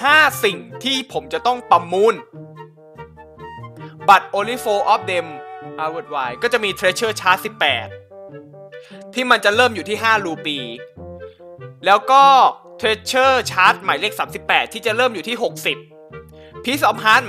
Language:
Thai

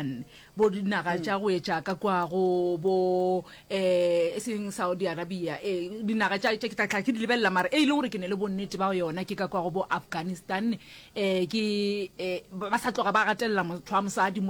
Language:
Northern Sotho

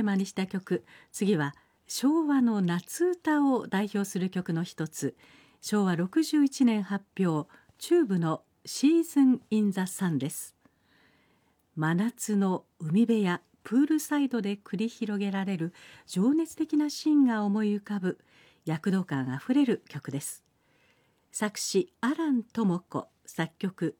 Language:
Japanese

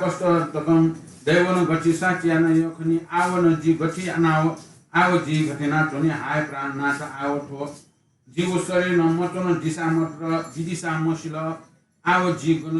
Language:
Newari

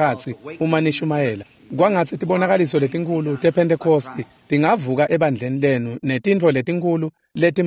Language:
Swati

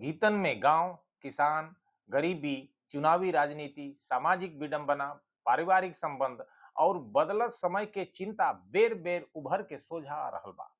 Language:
Bhojpuri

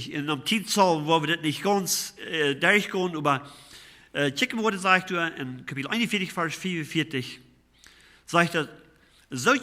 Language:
Plautdietsch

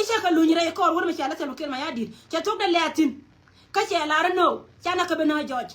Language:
Nuer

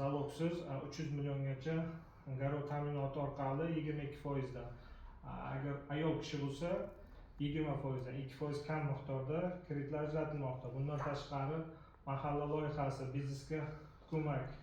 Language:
Uzbek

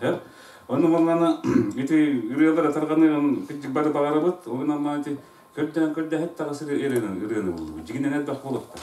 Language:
Yakut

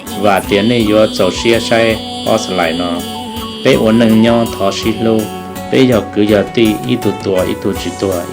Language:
Hmong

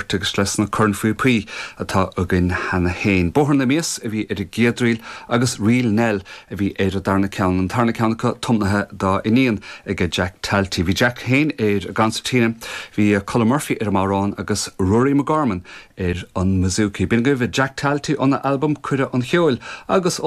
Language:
Irish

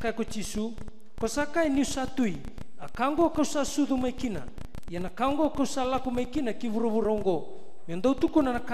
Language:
Fijian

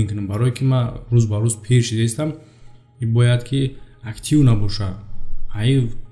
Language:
Tajik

